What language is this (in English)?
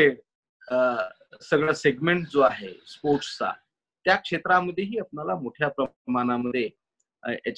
Marathi